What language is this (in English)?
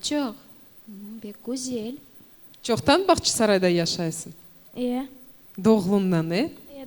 Crimean Tatar